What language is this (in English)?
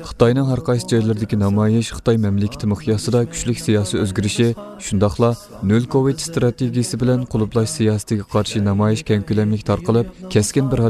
Uyghur